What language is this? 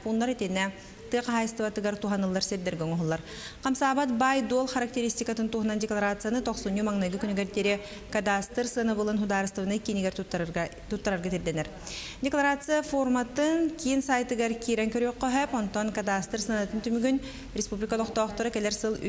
Yakut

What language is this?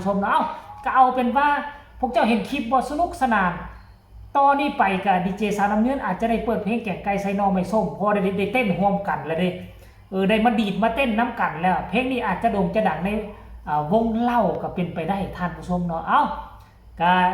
Northeastern Thai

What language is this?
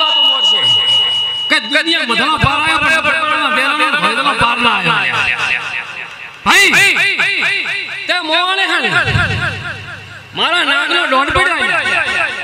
Gujarati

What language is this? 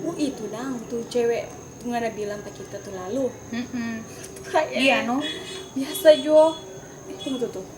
Manado Malay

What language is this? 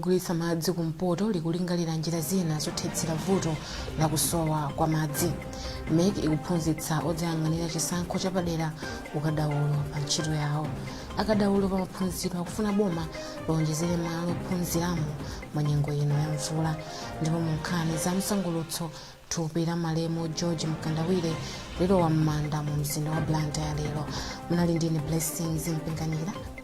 Nyanja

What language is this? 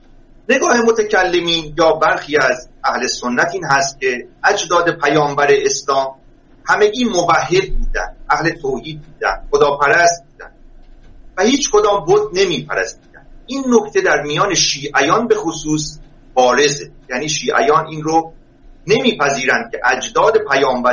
Persian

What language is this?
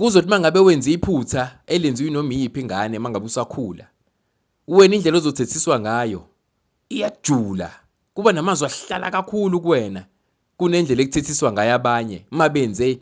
Zulu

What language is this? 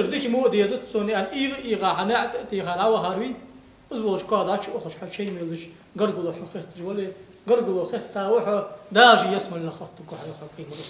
Ingush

